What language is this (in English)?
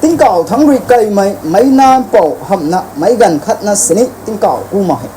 Rongmei Naga